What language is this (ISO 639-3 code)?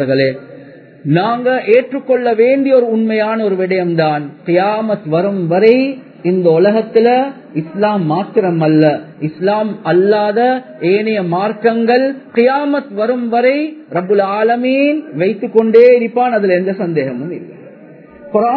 tam